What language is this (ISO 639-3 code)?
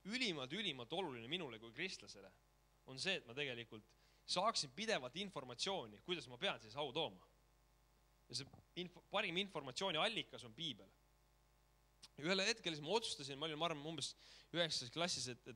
est